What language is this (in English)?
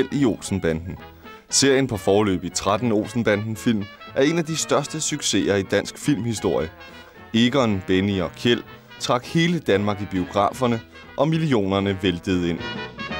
Danish